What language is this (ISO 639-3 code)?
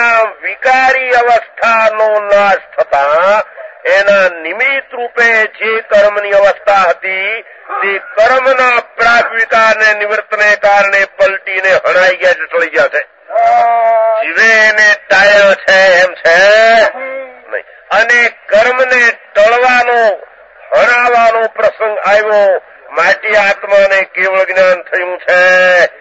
guj